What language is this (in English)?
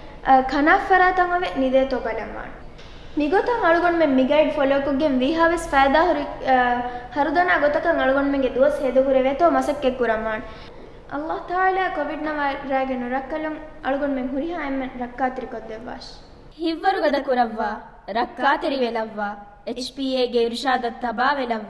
Divehi